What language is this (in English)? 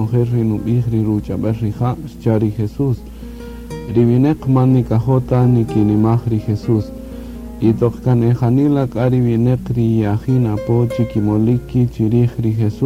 Kaqchikel